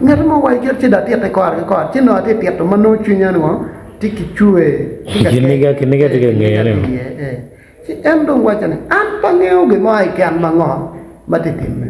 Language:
Acoli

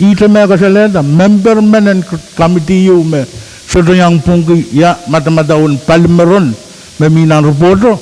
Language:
Pohnpeian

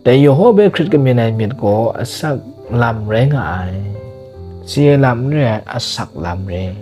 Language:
Kachin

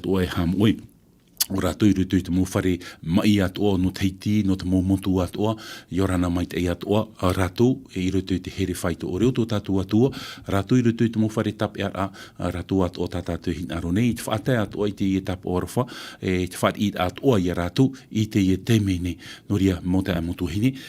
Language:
Tahitian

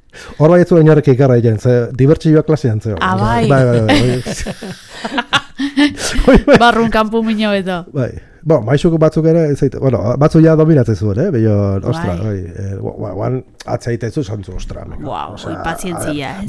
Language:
Basque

